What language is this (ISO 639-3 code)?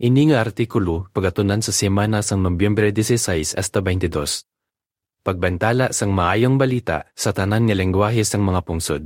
hil